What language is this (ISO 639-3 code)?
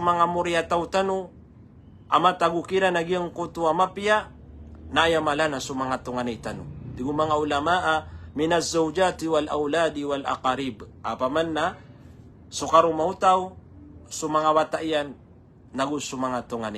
mrw